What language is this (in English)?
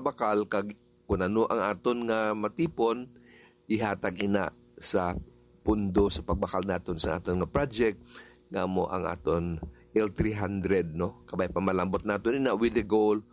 Hiligaynon